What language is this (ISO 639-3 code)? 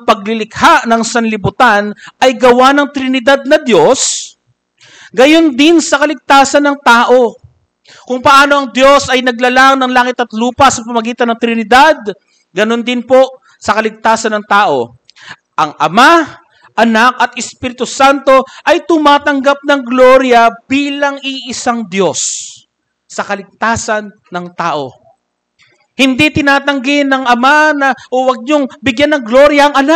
fil